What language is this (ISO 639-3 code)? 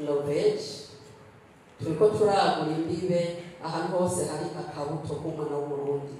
run